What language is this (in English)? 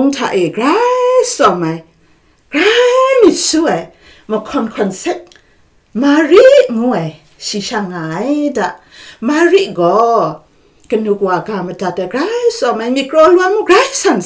Kachin